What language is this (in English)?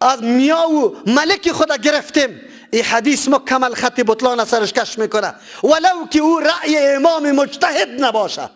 Persian